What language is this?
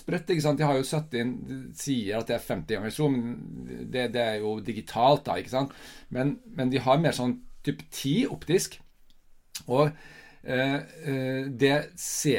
Norwegian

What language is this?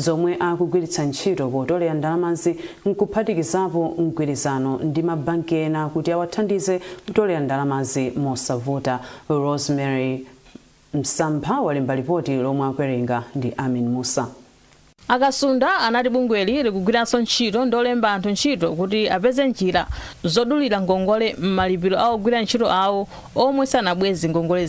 Nyanja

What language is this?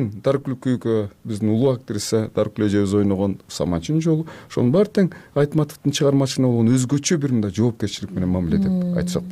Kyrgyz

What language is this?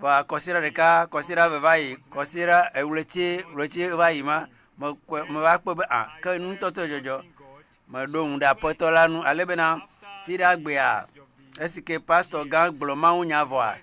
Ewe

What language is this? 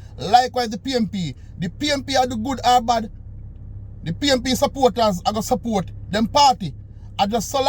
Jamaican Creole English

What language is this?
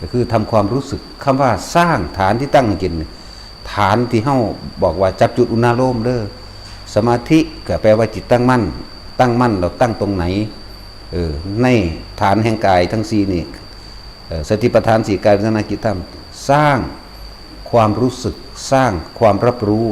Northeastern Thai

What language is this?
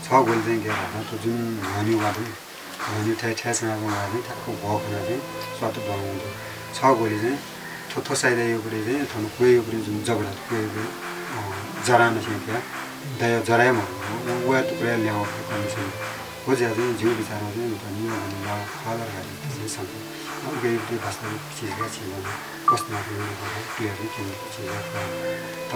Newari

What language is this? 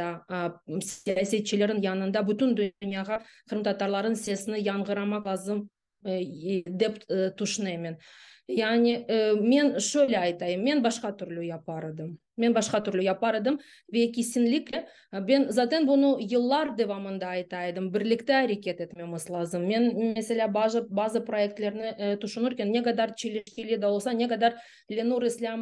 Crimean Tatar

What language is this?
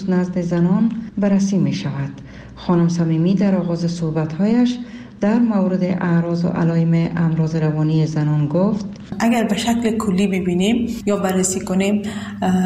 Persian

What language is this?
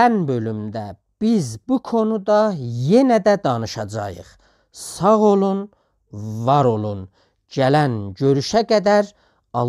South Azerbaijani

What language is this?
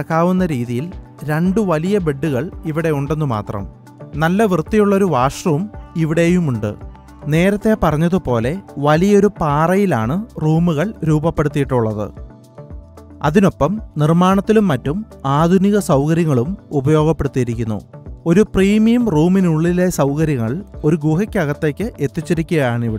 Malayalam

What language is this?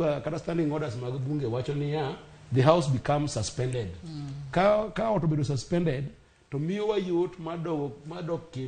Luo (Kenya and Tanzania)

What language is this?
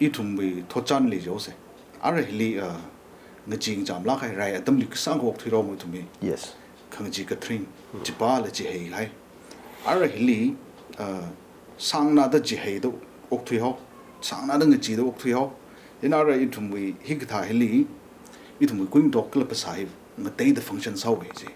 Tangkhul Naga (India)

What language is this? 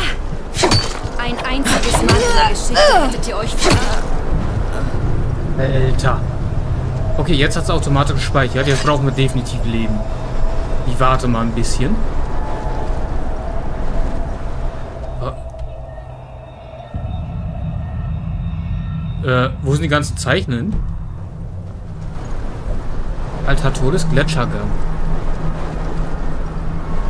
German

